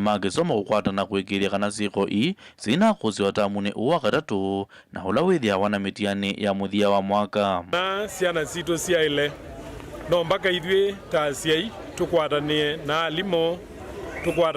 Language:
Kamba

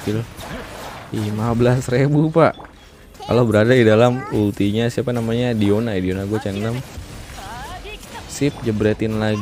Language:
Indonesian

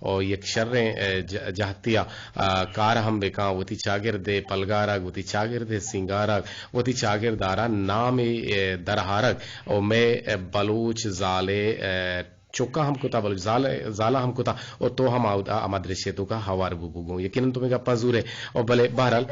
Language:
Eastern Balochi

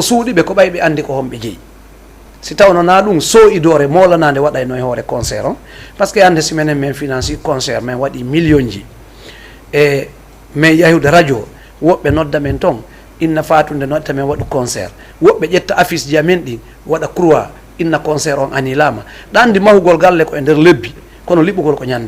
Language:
Fula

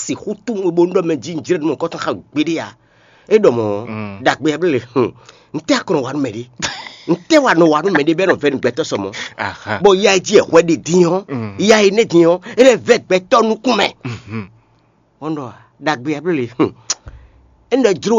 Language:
Fon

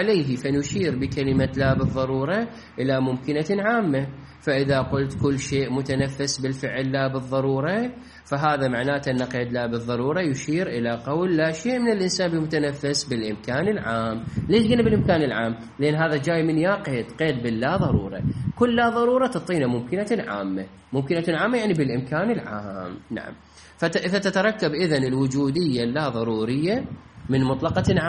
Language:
Mesopotamian Arabic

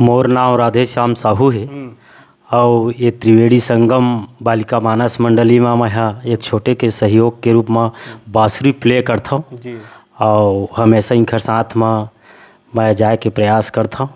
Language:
Chhattisgarhi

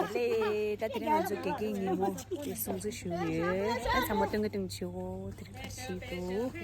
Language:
Tibetan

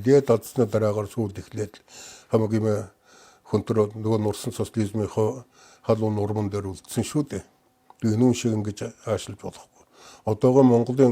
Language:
Mongolian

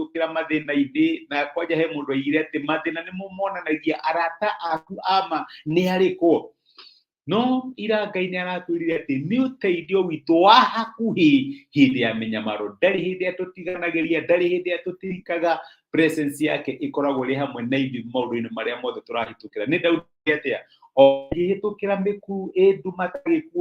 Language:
Kikuyu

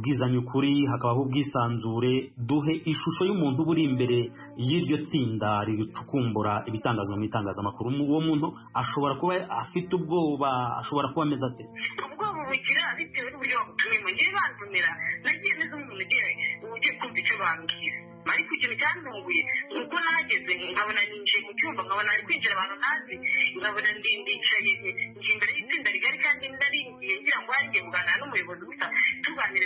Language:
Kinyarwanda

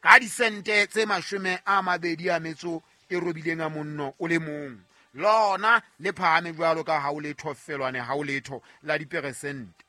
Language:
Southern Sotho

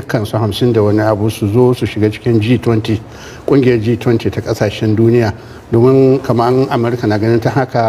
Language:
Hausa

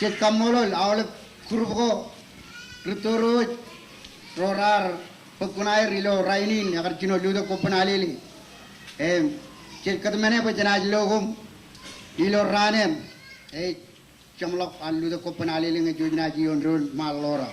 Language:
Marshallese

